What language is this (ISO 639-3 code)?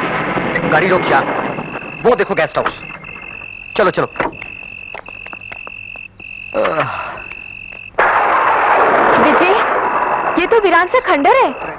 hin